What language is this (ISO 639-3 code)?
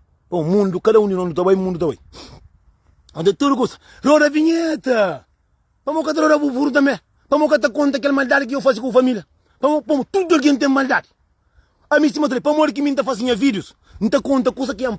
kea